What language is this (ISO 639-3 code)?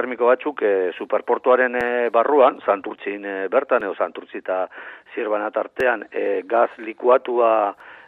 eus